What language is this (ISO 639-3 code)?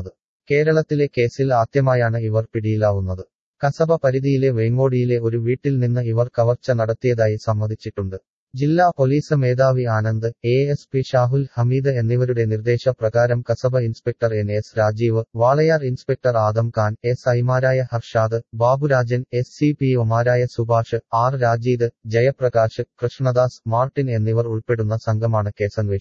mal